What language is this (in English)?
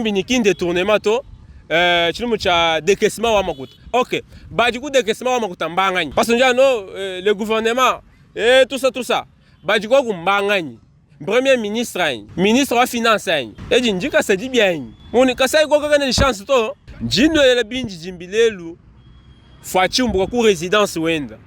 Luba-Lulua